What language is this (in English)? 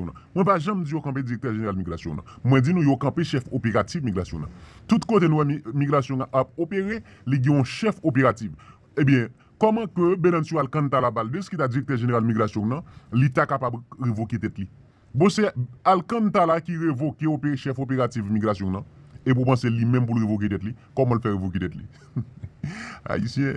Haitian Creole